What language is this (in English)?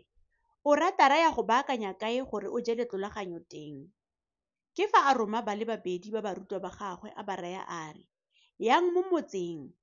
Tswana